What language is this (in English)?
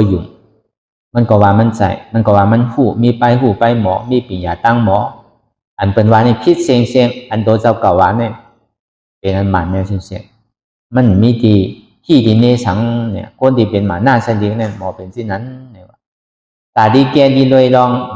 Shan